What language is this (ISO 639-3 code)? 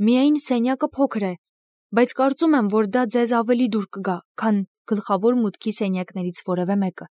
hye